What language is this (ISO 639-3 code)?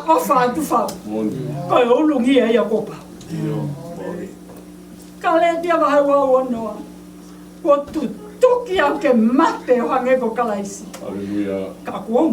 ton